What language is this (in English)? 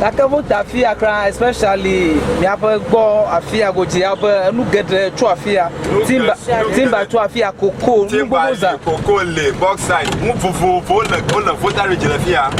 Ewe